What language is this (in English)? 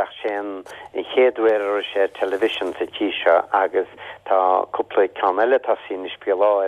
Irish